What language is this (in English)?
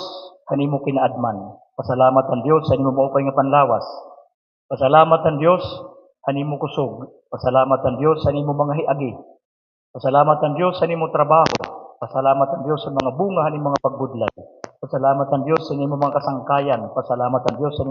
Waray